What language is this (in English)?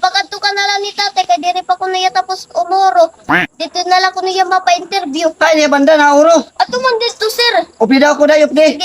Waray